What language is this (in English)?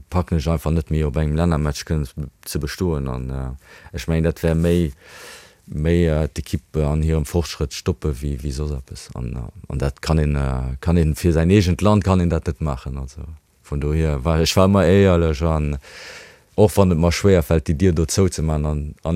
Luxembourgish